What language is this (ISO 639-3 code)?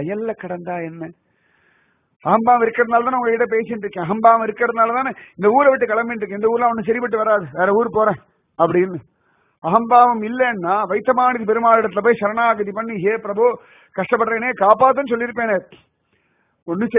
tam